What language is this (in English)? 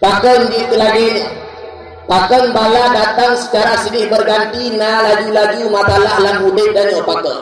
Achinese